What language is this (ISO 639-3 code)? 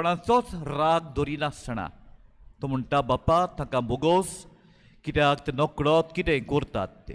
kok